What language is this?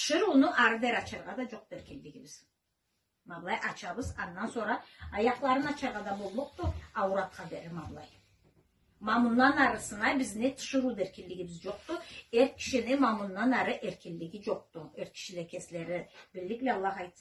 Karachay-Balkar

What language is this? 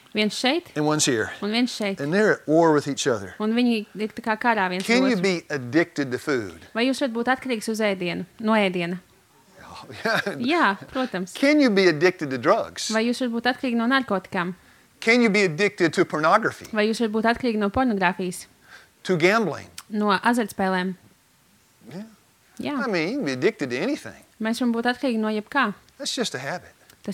Latvian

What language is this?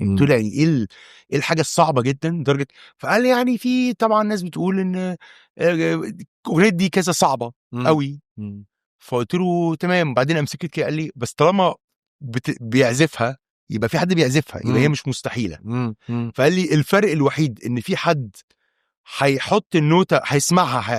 Egyptian Arabic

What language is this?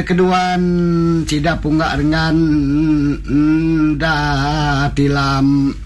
Iban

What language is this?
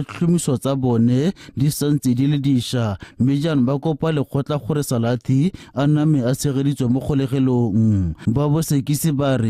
Tswana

